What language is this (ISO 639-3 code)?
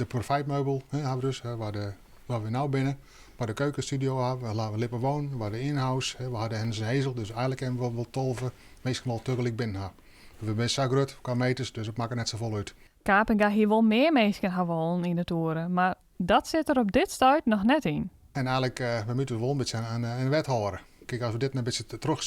fry